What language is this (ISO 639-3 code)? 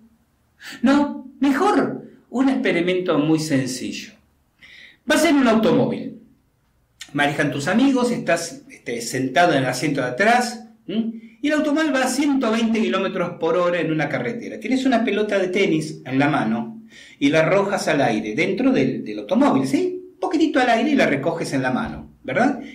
spa